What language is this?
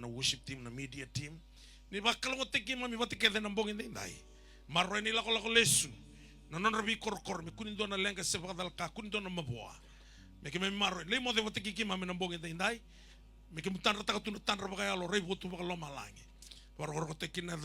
Fijian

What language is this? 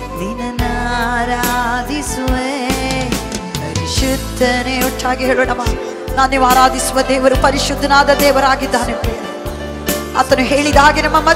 Kannada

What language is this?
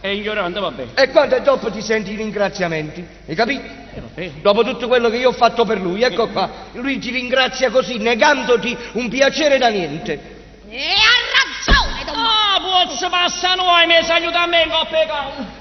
Neapolitan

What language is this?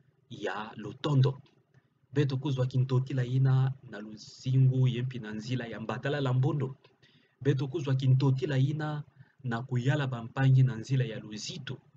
Kituba (Democratic Republic of Congo)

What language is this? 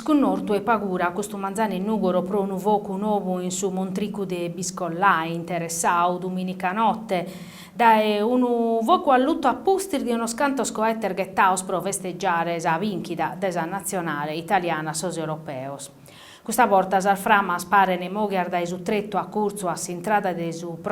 Sardinian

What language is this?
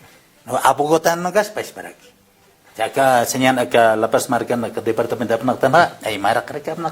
Aymara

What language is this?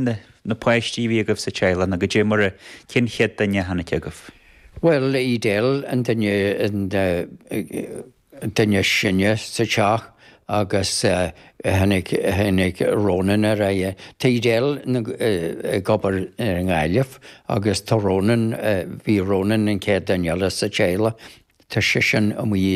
Irish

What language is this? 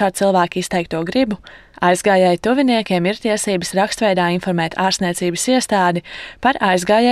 Latvian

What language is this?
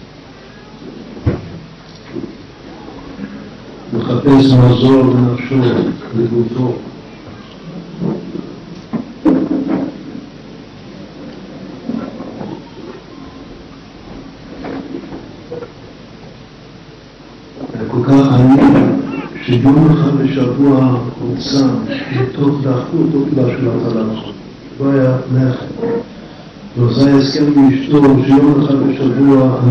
Hebrew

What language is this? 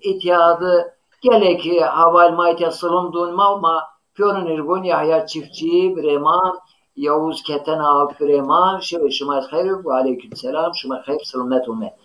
Zaza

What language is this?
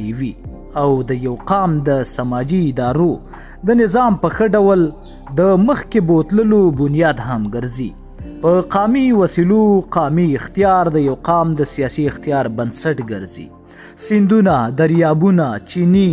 Pashto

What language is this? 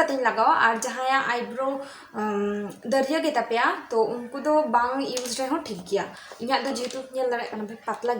Santali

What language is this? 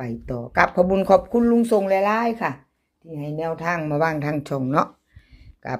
Northeastern Thai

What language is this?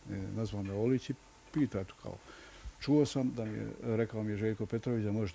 Bosnian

